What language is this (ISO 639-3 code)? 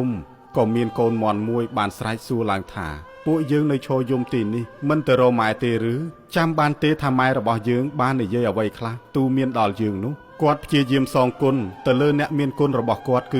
khm